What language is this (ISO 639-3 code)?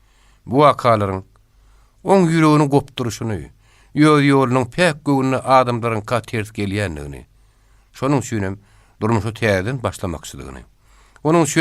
tuk